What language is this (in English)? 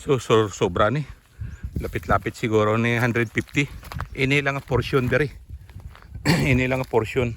Hiligaynon